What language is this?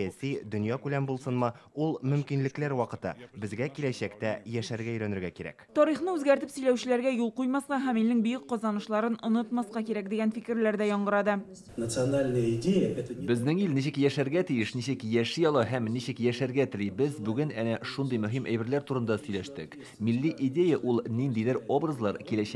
Tatar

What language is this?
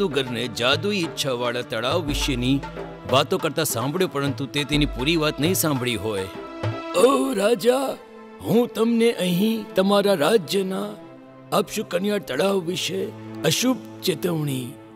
Gujarati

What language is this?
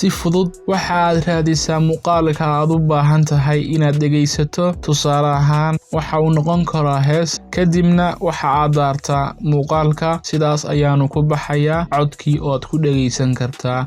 Somali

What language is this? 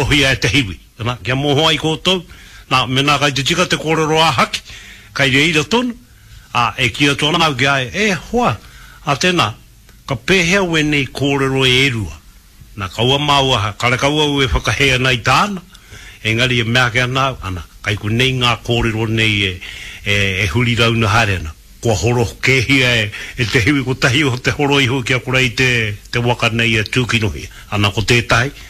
Māori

